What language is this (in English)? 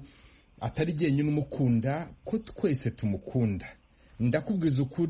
Kinyarwanda